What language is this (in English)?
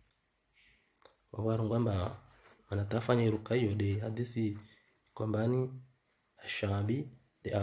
Swahili